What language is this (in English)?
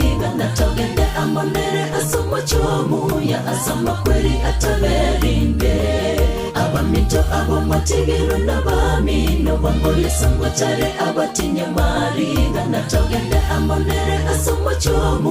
Gusii